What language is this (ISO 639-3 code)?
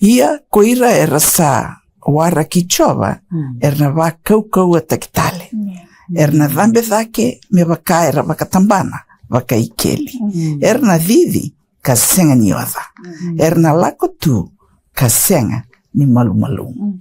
fij